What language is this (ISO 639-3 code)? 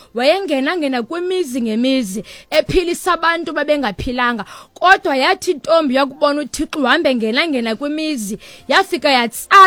xho